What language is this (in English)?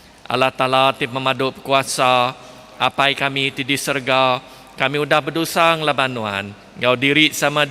Iban